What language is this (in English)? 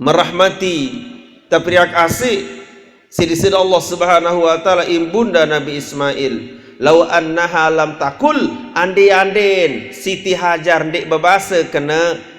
Sasak